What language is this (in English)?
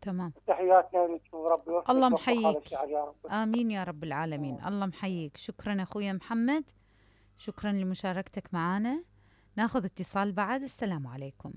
Mesopotamian Arabic